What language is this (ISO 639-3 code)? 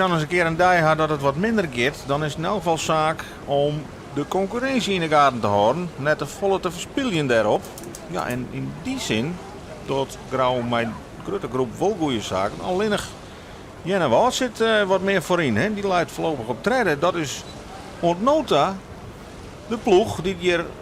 fry